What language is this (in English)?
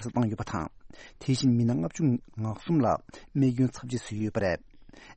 Tibetan